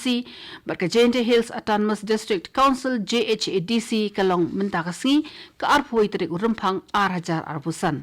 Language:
Khasi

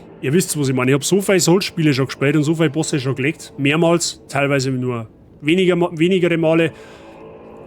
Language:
Bavarian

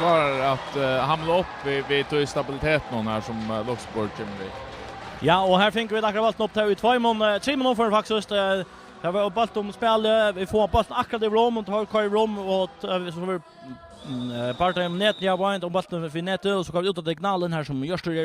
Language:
Faroese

